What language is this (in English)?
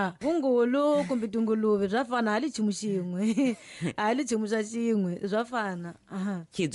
Tsonga